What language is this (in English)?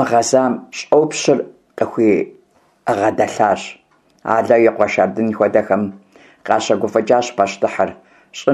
Kabardian